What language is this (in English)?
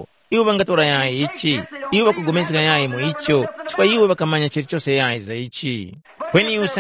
Tumbuka